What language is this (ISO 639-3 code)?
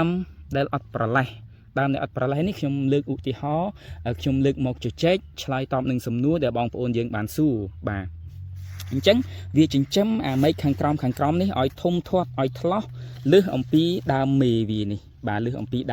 khm